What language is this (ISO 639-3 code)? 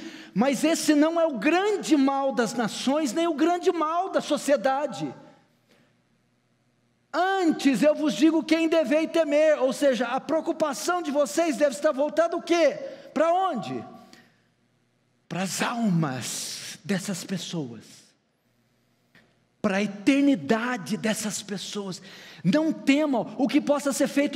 por